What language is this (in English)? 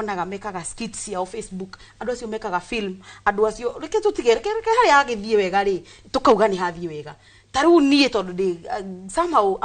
Kikuyu